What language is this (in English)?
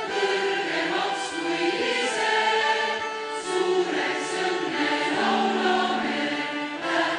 Estonian